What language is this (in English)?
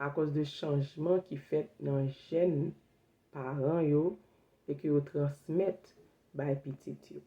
Haitian Creole